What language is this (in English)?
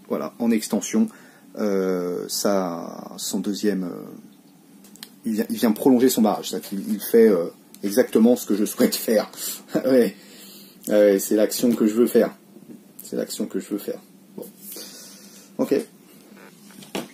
French